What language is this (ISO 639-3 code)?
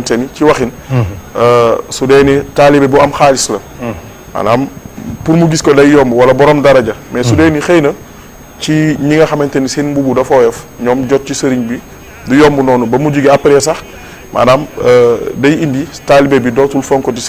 wol